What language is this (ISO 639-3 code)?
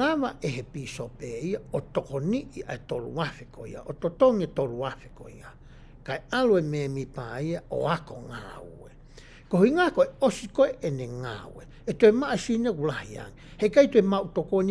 ton